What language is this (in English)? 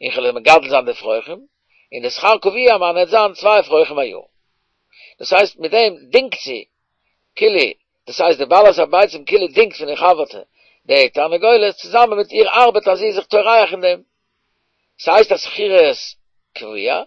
Yiddish